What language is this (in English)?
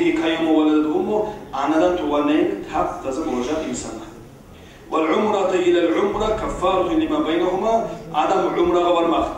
Kumyk